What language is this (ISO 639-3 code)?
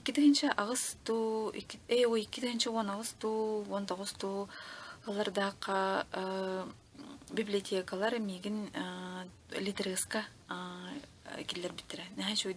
sah